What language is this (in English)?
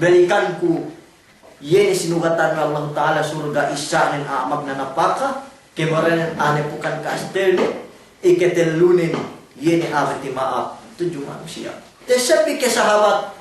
Yakan